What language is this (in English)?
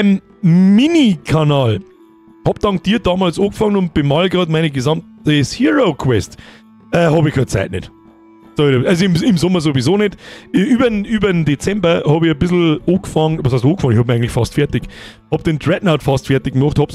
Bavarian